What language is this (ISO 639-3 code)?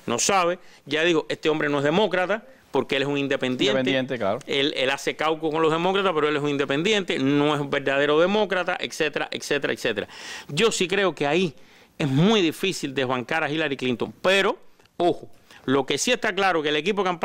spa